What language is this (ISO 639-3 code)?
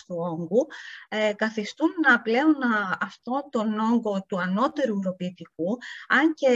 ell